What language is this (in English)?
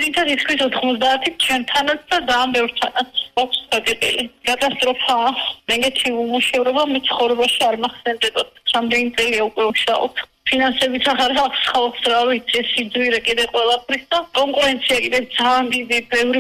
Georgian